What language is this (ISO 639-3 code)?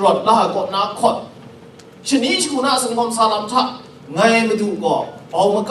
kac